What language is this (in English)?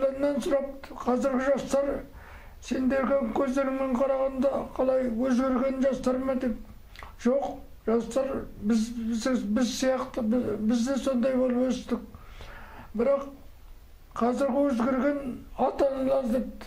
Kazakh